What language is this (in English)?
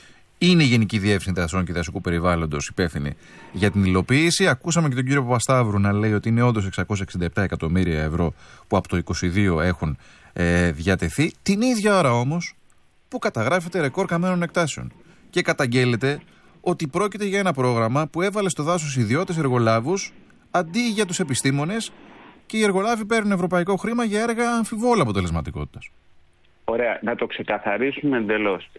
Greek